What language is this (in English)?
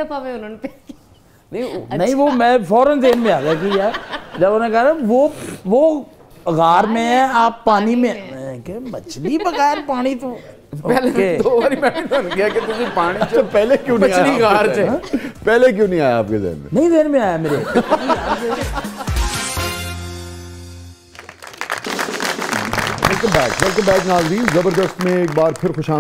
Urdu